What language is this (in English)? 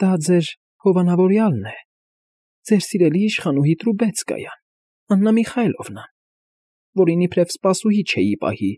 Armenian